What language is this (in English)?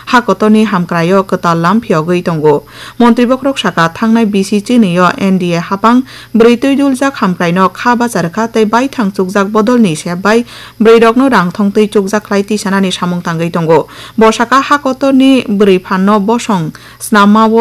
Kok Borok